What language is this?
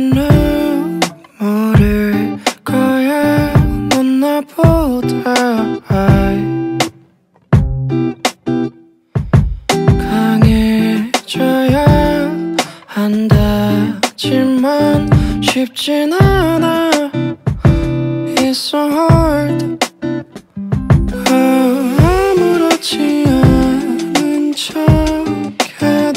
Korean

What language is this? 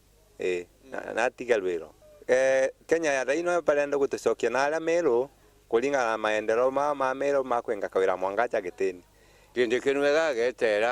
Meru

